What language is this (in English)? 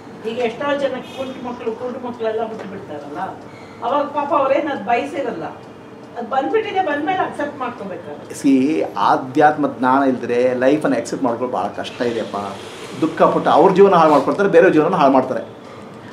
Kannada